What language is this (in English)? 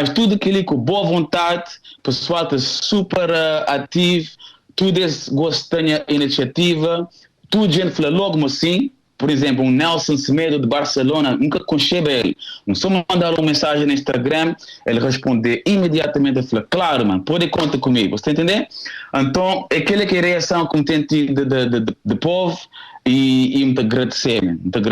Kabuverdianu